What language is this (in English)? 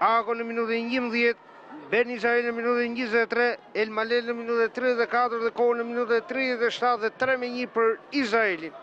Albanian